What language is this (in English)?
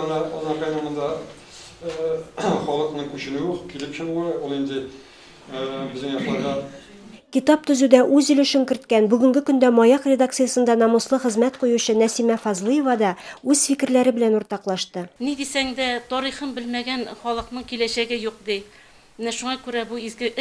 Tatar